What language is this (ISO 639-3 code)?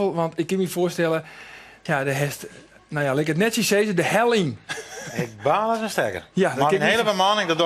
fry